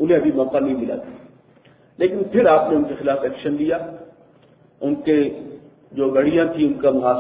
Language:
Urdu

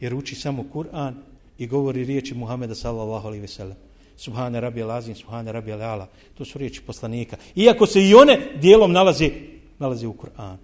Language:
Bosnian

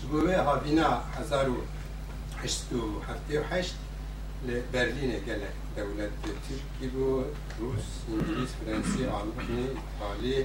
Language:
Kurdish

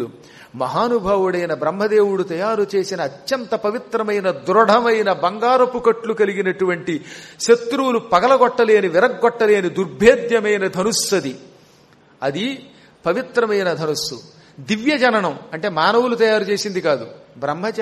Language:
Telugu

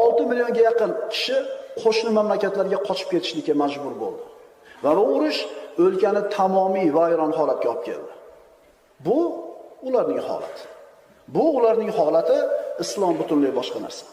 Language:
Uzbek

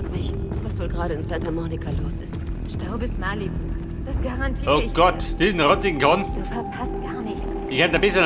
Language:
Bavarian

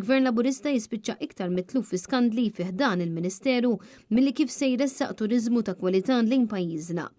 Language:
Maltese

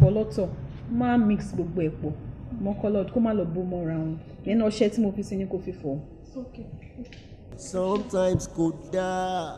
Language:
Yoruba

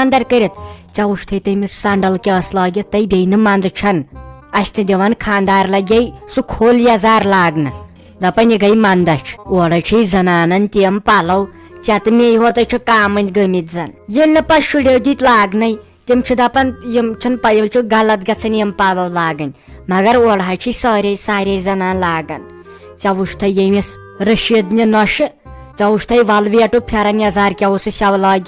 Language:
Kashmiri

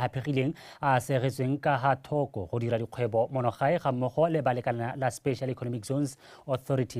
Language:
Tswana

